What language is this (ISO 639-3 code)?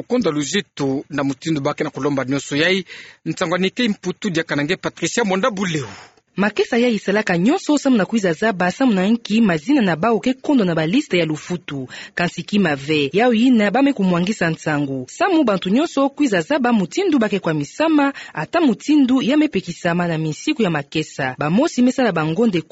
ktu